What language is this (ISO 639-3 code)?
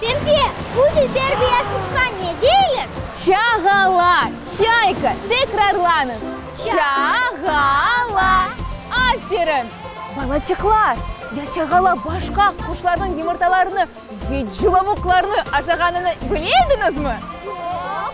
crh